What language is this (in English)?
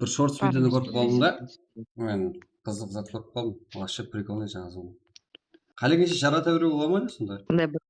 Kara-Kalpak